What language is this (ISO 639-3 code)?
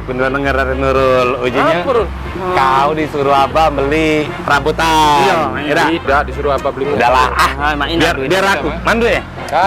mui